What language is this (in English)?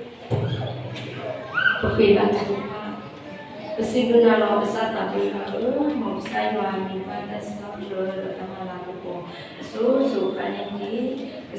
S'gaw Karen